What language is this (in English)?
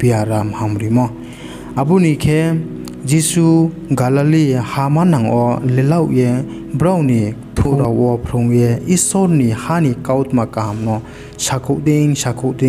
Riang (India)